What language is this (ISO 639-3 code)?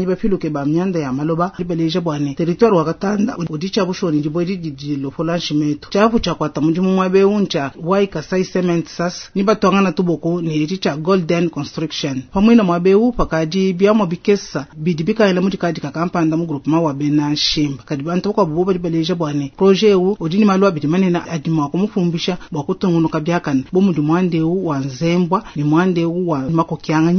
lua